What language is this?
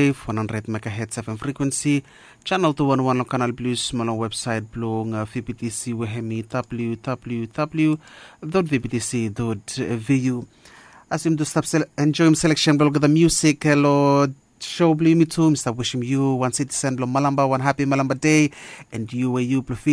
Bislama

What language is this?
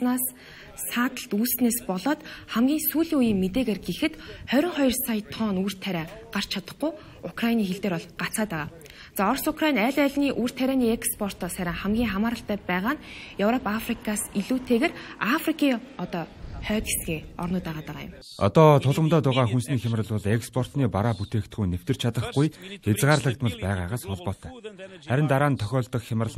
Mongolian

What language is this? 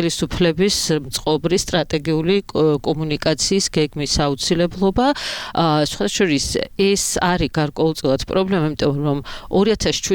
Georgian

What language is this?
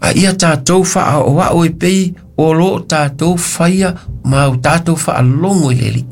Samoan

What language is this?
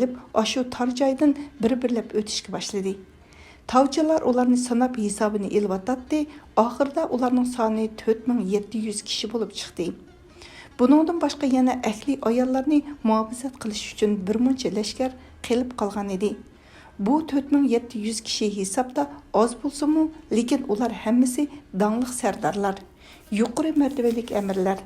Uyghur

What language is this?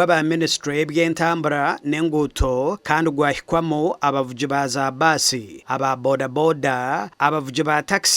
Nyankole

